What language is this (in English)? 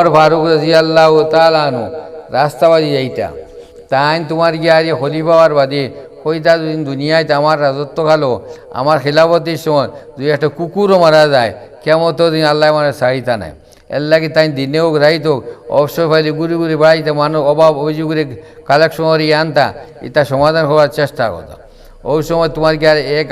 Sylheti